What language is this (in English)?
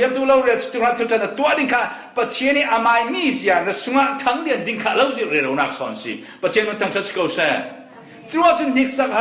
Falam Chin